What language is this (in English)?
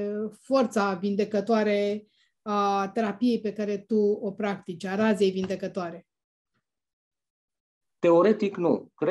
Romanian